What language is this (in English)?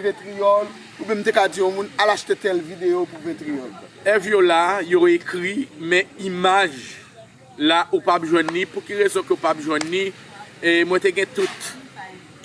Haitian Creole